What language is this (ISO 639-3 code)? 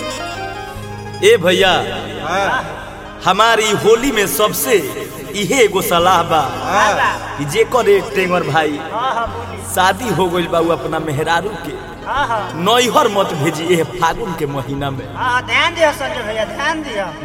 bho